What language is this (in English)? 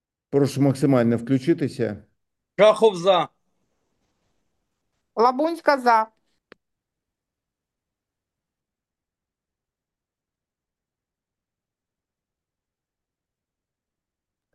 Ukrainian